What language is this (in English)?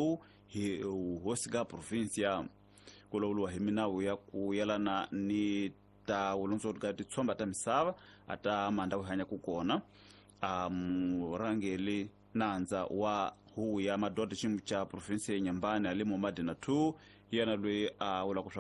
Tsonga